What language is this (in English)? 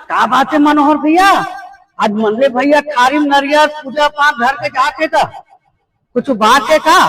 Chhattisgarhi